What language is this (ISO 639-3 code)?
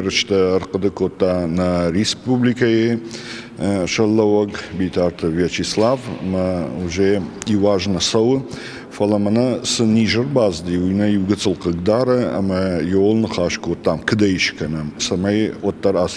oss